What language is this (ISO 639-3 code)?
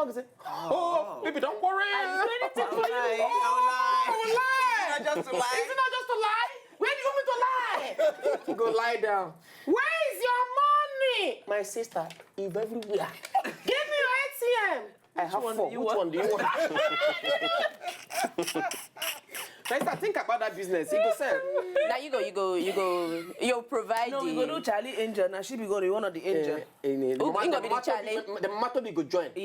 pcm